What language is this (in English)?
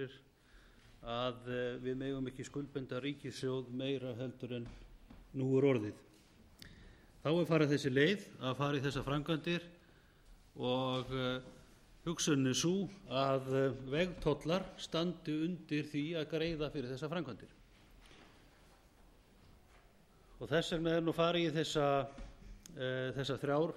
Icelandic